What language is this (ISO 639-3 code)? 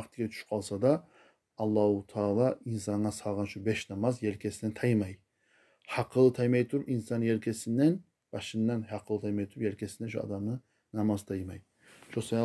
kum